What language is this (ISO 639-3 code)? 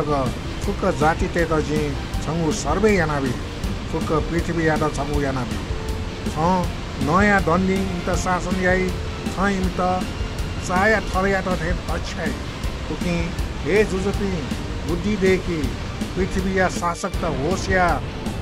new